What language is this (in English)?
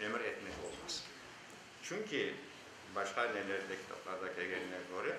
Crimean Tatar